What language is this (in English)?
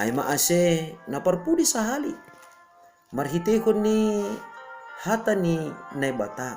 Batak Simalungun